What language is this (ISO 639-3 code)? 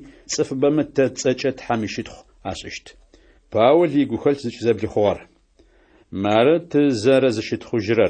ady